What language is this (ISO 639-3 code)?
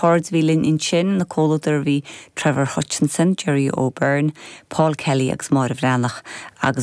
gle